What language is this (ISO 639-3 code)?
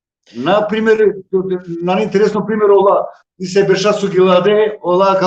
rmn